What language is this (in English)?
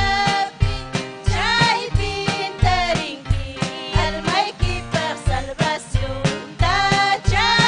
Ayacucho Quechua